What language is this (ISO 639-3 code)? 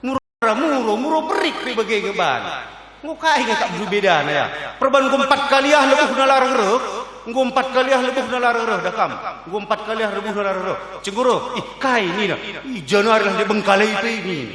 btx